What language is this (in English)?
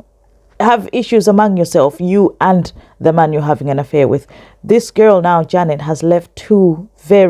English